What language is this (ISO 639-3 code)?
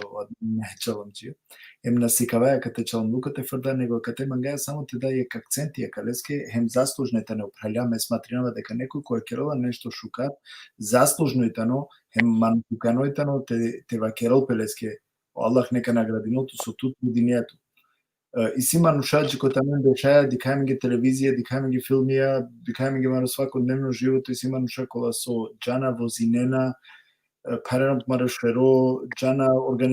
rmn